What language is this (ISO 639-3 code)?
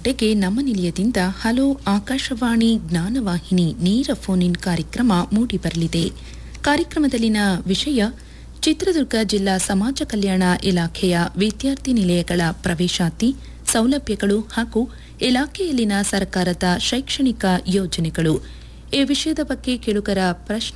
kan